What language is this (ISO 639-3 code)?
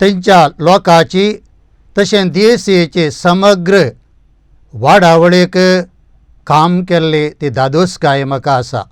kok